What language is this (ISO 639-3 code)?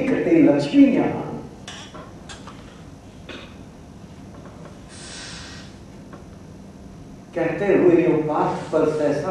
hin